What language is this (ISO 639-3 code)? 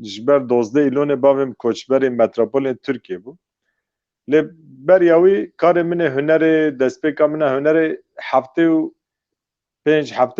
kur